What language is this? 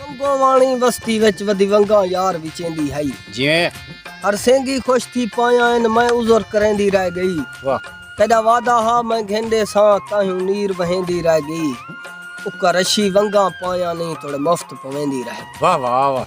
Saraiki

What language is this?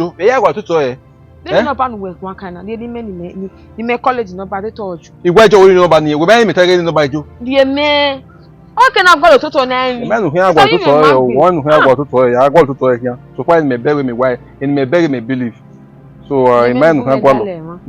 Bini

